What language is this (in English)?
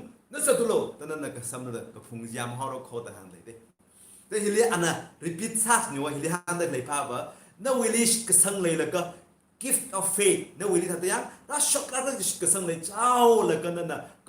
Tangkhul Naga (India)